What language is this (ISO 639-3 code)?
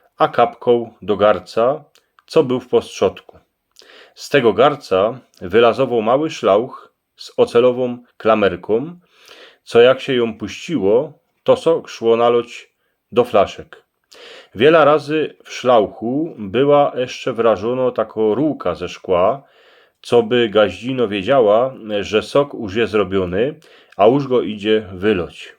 szl